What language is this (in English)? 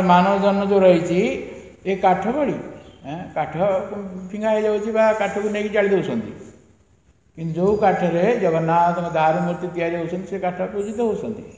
Odia